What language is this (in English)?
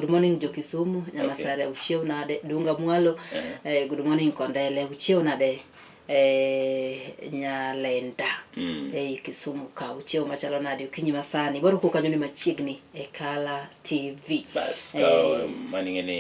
Luo (Kenya and Tanzania)